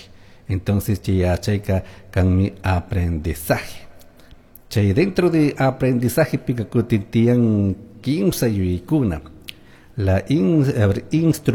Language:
Chimborazo Highland Quichua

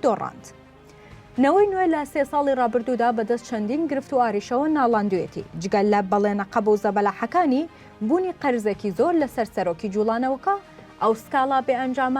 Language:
Central Kurdish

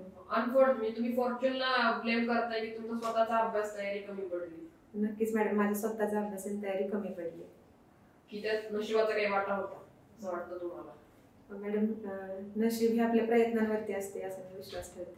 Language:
Marathi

